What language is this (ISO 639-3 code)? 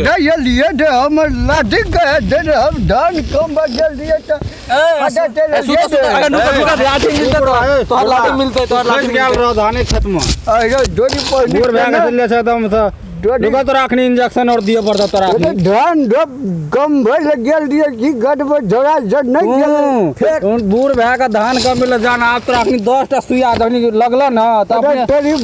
mai